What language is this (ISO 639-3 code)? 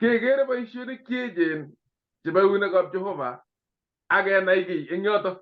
kln